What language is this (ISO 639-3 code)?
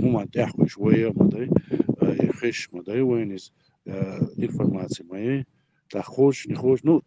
che